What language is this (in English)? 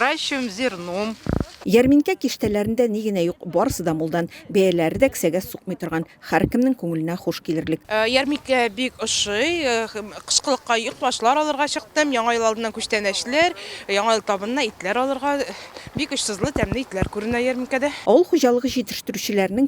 Tatar